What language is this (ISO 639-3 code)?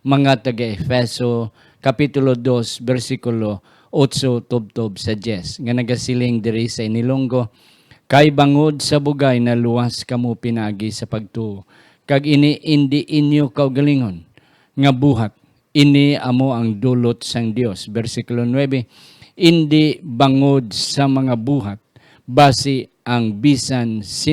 hil